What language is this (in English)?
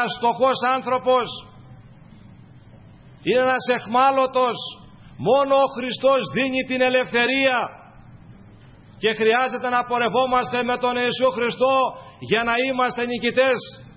Greek